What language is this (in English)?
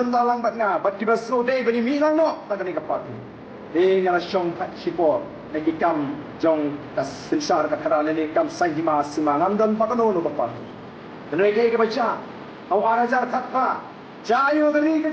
Khasi